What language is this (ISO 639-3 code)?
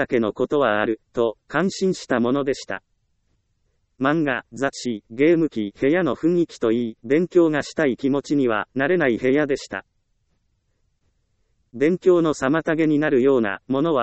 jpn